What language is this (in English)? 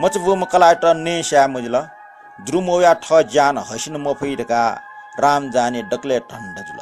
Newari